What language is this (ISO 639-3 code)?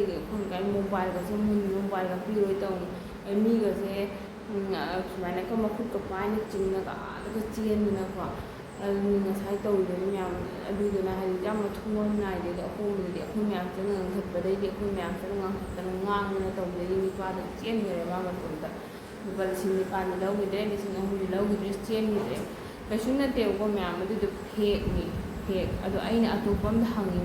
mni